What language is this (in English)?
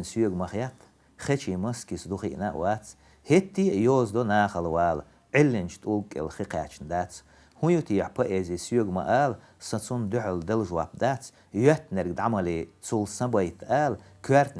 Chechen